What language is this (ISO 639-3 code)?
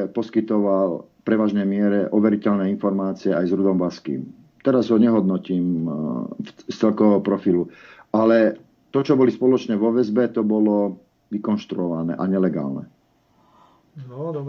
slk